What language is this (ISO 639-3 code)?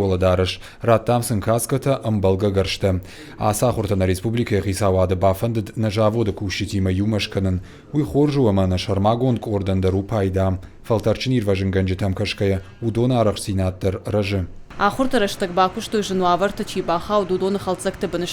oss